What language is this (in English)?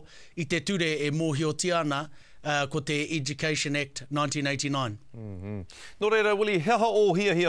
Māori